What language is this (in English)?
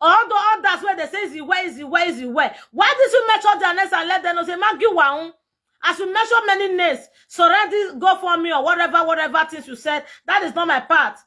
Nigerian Pidgin